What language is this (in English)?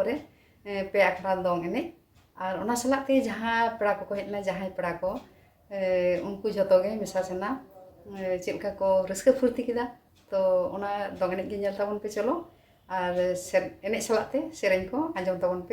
Santali